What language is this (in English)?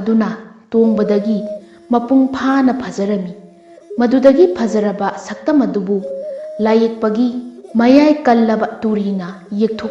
Manipuri